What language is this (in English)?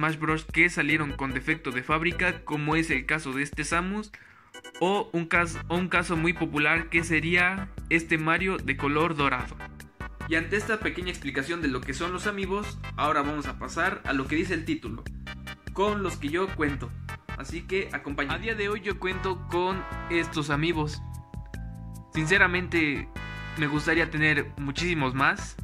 Spanish